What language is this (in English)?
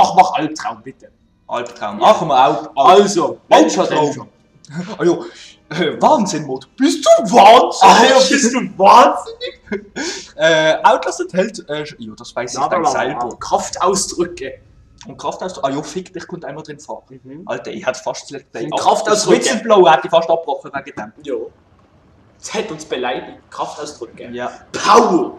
Swiss German